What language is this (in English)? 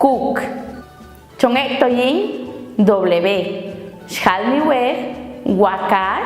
Popti'